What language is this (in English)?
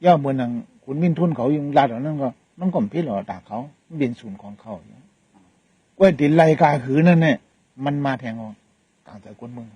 Shan